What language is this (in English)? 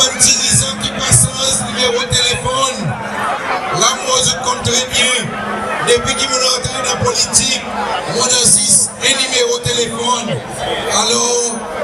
Seselwa Creole French